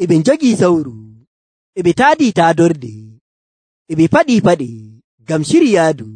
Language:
Nigerian Fulfulde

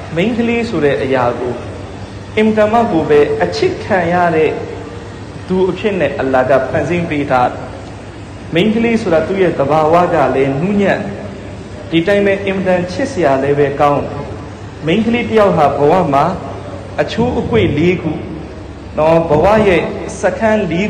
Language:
Burmese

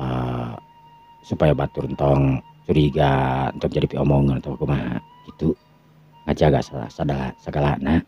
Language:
Sundanese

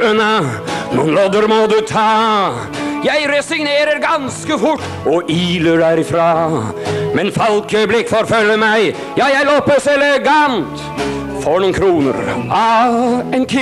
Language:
Norwegian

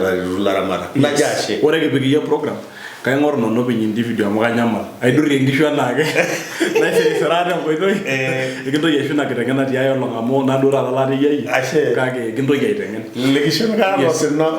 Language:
Masai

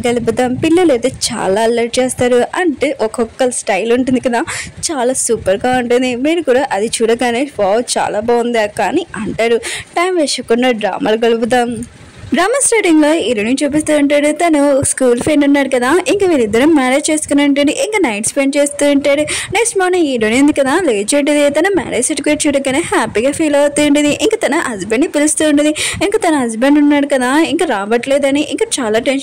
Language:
Telugu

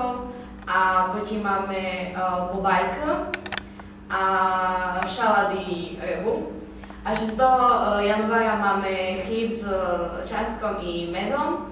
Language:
Slovak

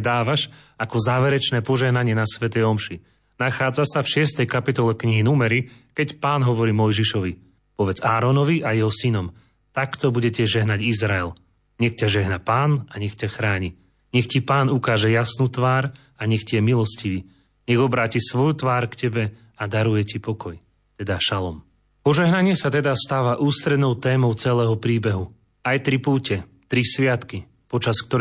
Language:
Slovak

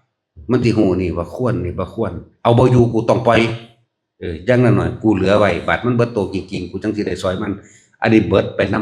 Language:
Northeastern Thai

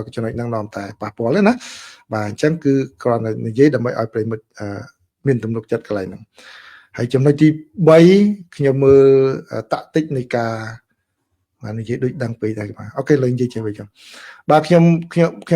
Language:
Khmer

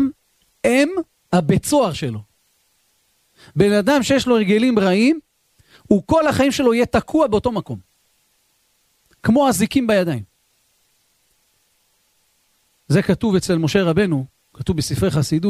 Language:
Hebrew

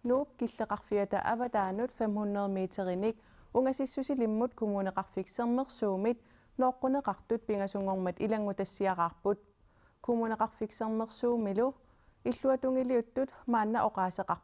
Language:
Kalaallisut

